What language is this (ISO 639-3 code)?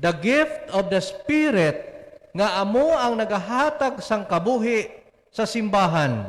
hil